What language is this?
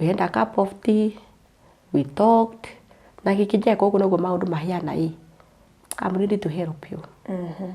Kikuyu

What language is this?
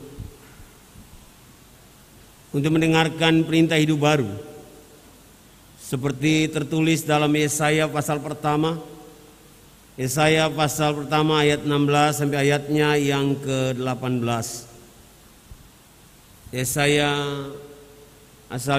Indonesian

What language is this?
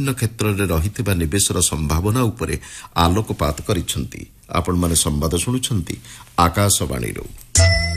Odia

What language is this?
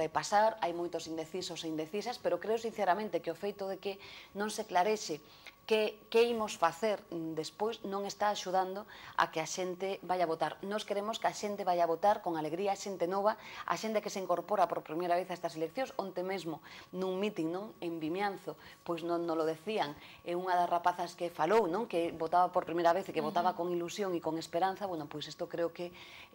Galician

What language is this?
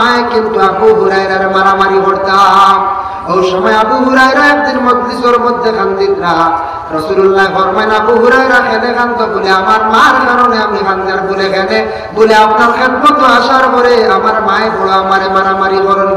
Sylheti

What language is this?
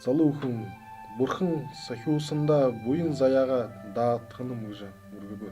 Buriat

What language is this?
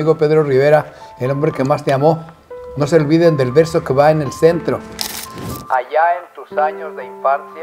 Spanish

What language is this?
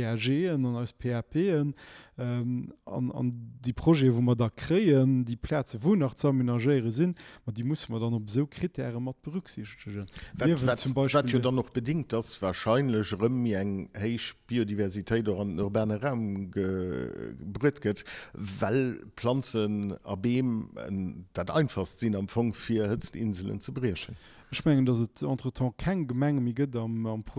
Luxembourgish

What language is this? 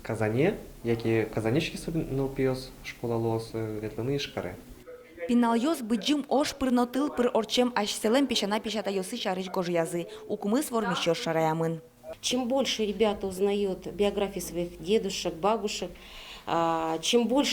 Udmurt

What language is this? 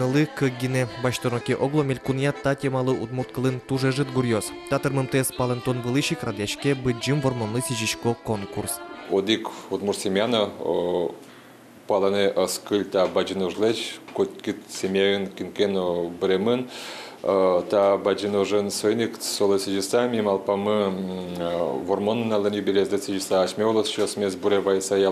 Udmurt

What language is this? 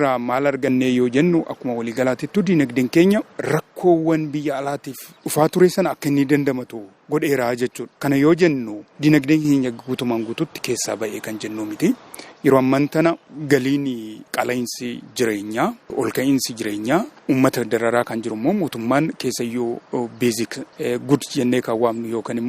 Oromo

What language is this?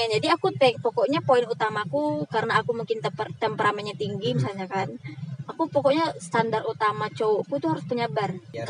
Indonesian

